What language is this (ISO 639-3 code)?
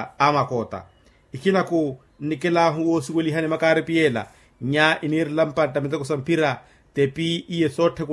vmw